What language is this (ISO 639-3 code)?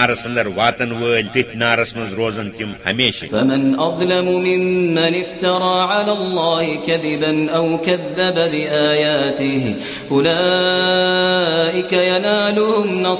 kas